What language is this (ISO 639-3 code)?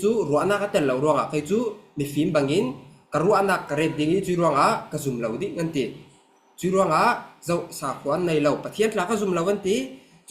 cfm